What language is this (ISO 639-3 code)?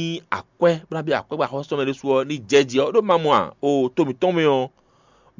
fon